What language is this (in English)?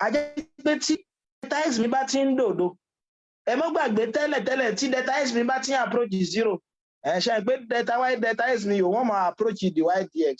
Yoruba